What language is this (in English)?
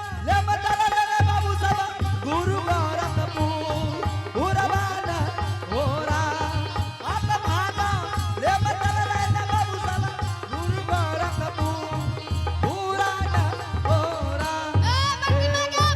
Angika